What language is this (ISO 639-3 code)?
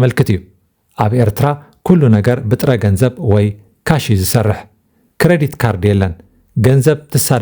tir